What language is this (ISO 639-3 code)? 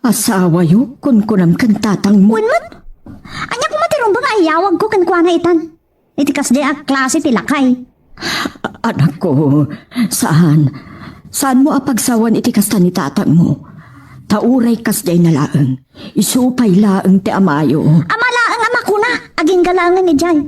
ilo